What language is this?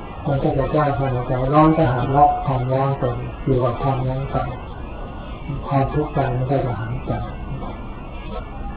Thai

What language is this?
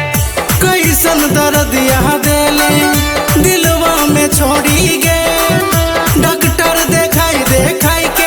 Bhojpuri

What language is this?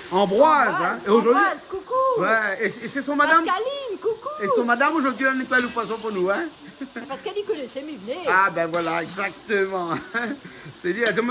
Réunion Creole French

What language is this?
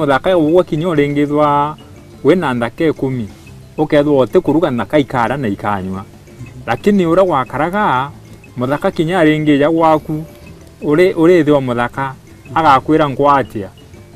Meru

